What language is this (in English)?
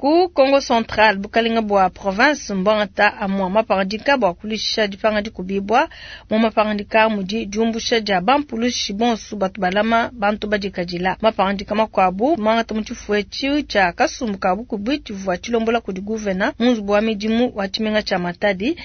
Luba-Lulua